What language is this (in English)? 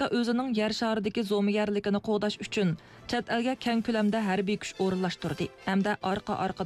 Uyghur